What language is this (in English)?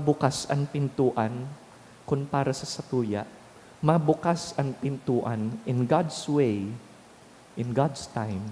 Bikol